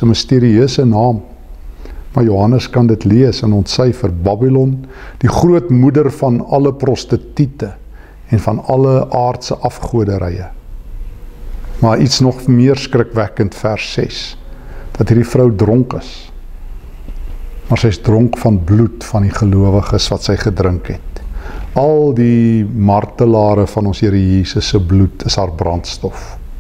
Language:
Afrikaans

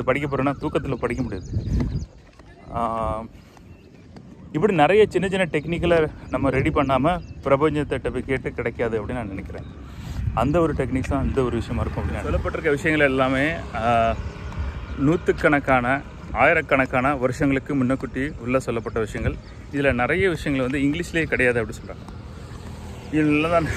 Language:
Tamil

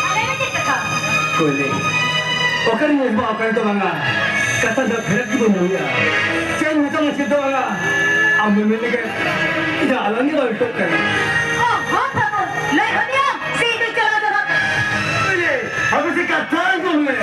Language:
Santali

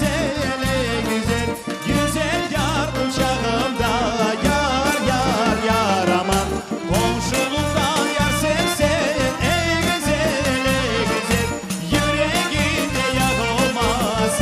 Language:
Crimean Tatar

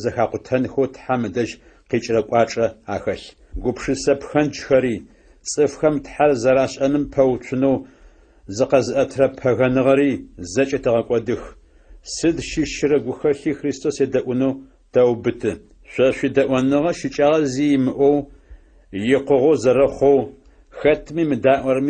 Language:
Adyghe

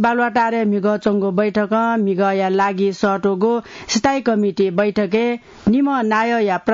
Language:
Newari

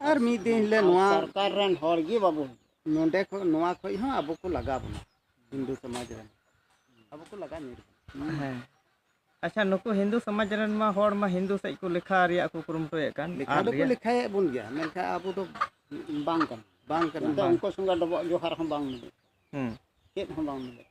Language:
Santali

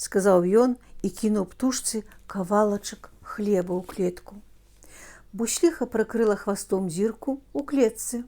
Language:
Belarusian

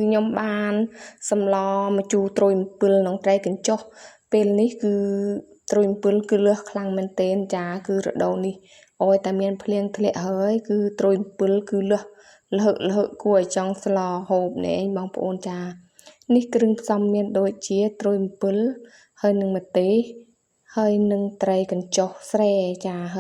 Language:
Khmer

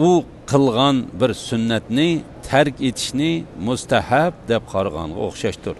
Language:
Uyghur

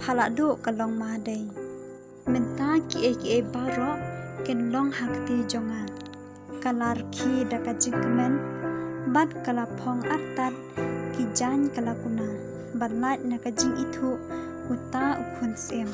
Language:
Khasi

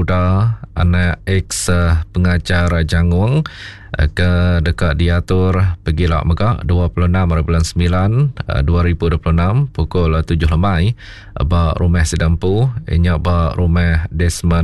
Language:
Iban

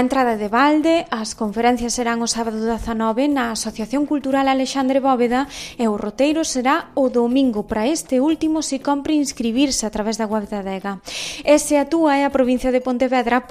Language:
Galician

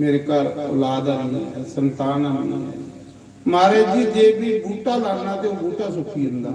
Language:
Dogri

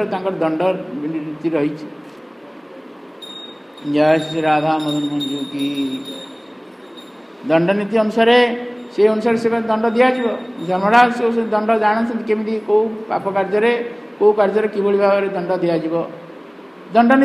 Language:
Odia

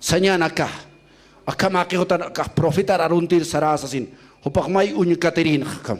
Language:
Aymara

